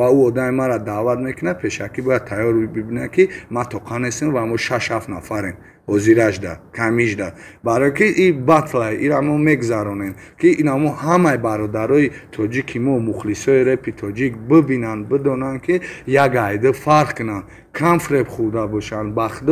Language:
Tajik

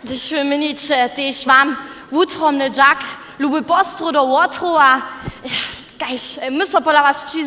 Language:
Upper Sorbian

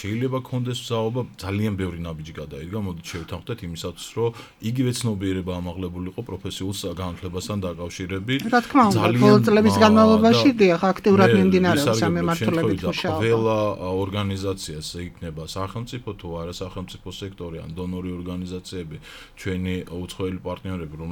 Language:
Georgian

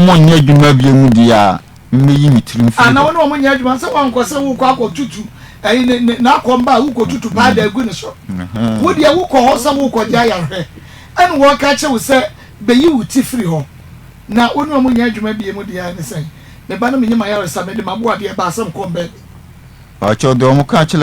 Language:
Akan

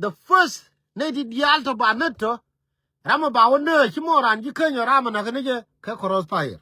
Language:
Nuer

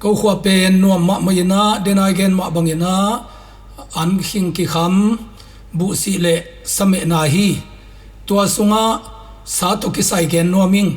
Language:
Tedim Chin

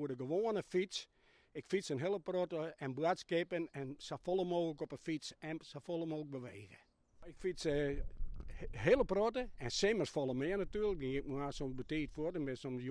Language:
Western Frisian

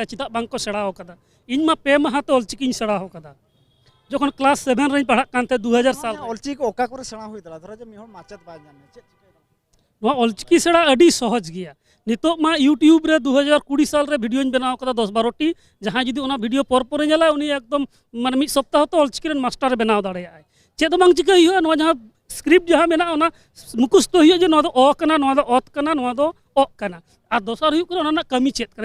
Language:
Santali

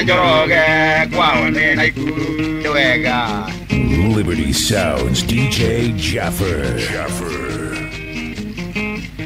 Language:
Kikuyu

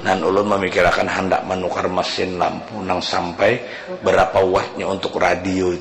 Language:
Banjar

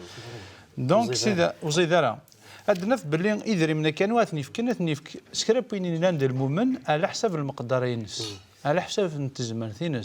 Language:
Kabyle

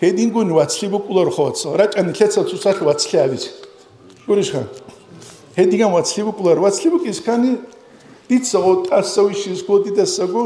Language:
Avaric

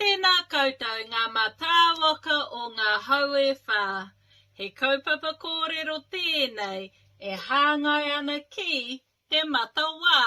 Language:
Māori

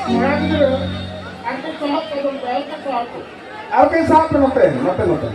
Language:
Santali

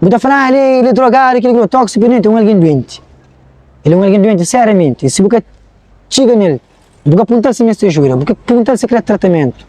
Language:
Kabuverdianu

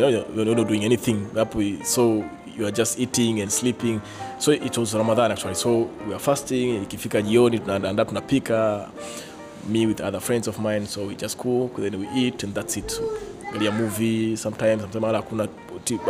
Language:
Swahili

